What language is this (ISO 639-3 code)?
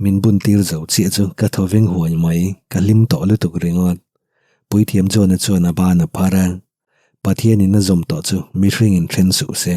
lus